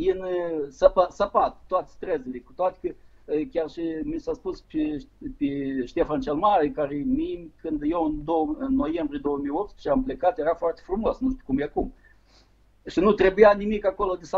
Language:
Romanian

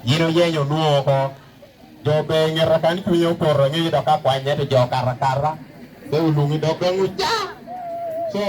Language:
Lango (Uganda)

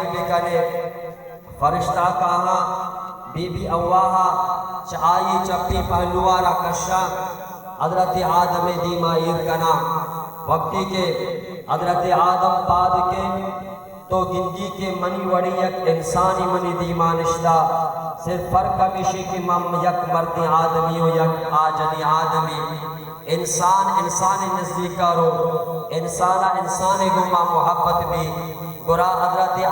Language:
Baluchi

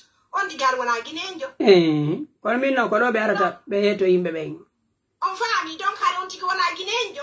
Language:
Pular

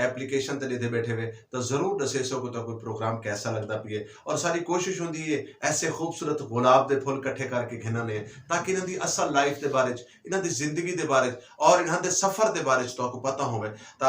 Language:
Western Panjabi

